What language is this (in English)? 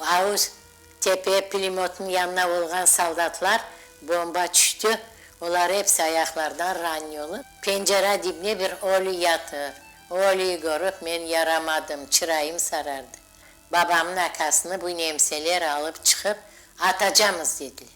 Crimean Tatar